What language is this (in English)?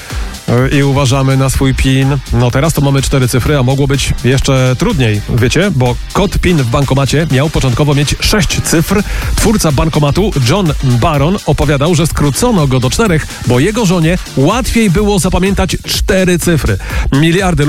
Polish